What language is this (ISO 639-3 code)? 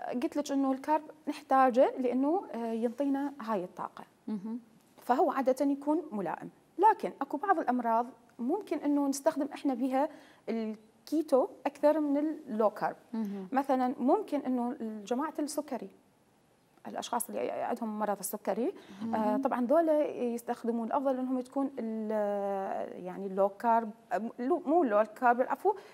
acm